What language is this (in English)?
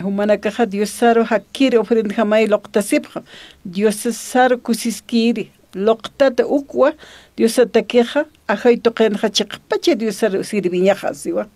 Aymara